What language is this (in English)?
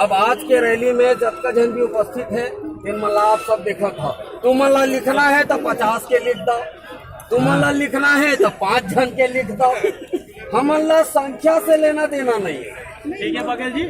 Chhattisgarhi